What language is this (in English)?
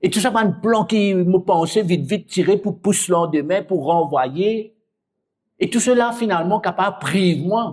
Morisyen